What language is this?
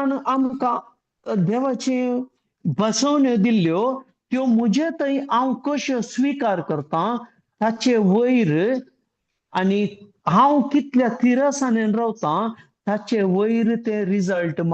Konkani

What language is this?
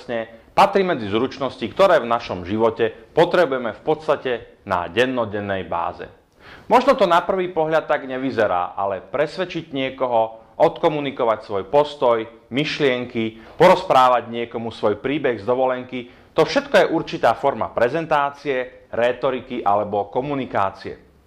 Slovak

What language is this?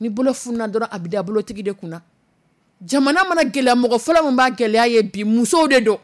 Dyula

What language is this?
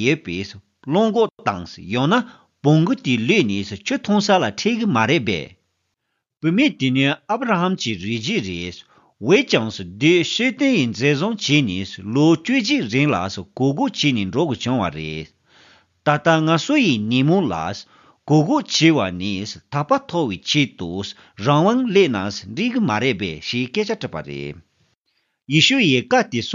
Tibetan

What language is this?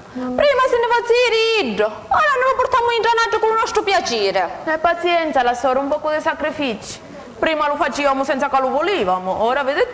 Sicilian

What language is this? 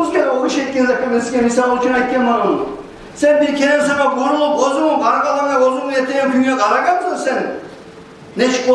Kumyk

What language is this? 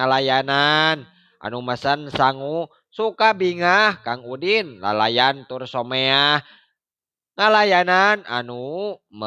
Sundanese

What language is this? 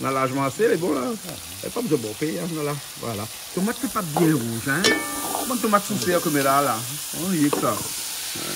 Réunion Creole French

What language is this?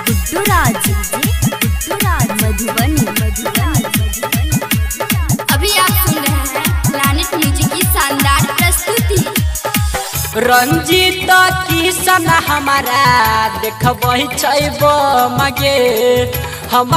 Maithili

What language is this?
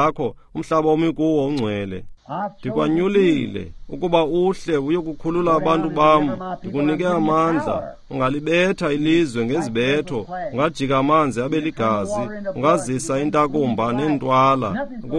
Xhosa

